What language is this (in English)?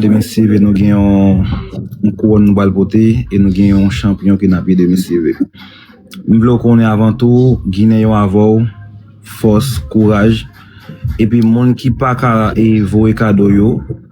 Haitian Creole